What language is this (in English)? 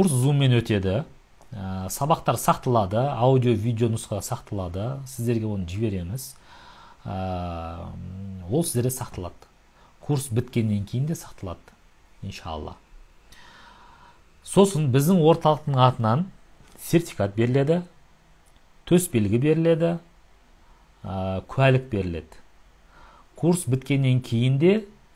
Kazakh